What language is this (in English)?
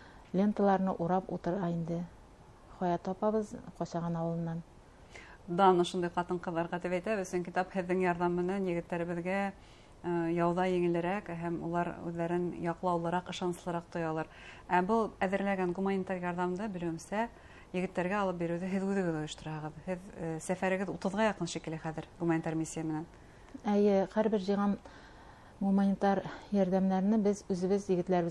Bashkir